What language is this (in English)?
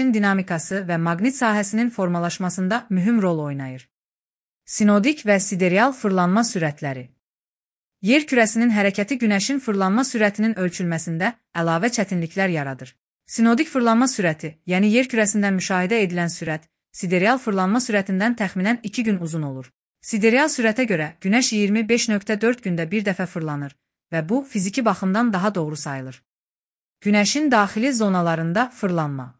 Azerbaijani